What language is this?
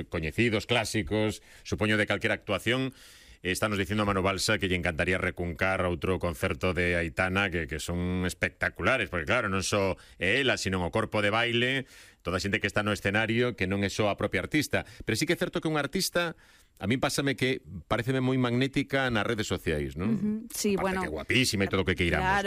Galician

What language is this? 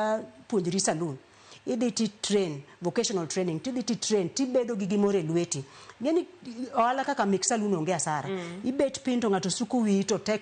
Luo (Kenya and Tanzania)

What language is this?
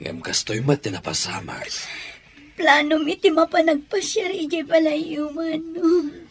Iloko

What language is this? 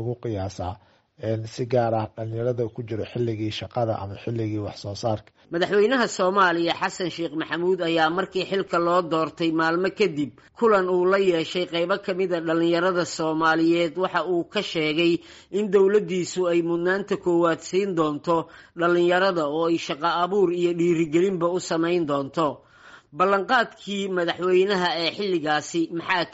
Somali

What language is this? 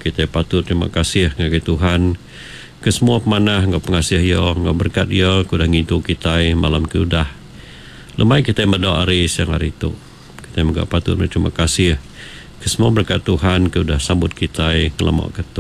Iban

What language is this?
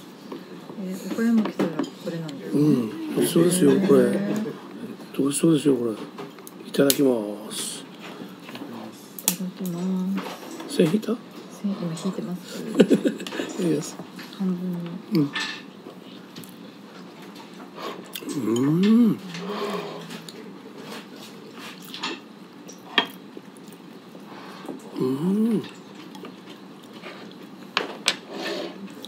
Japanese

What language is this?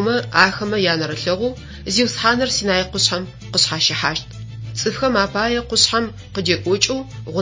Adyghe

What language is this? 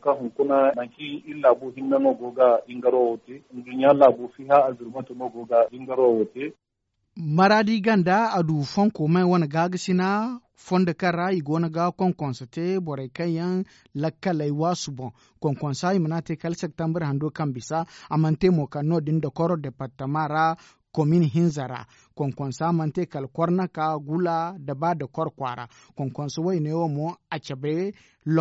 Zarma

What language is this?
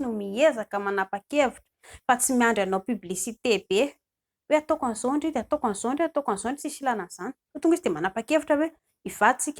Malagasy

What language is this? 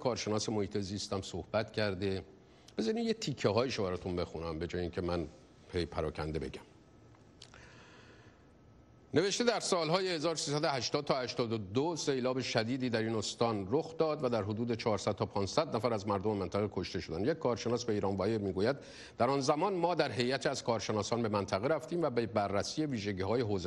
Persian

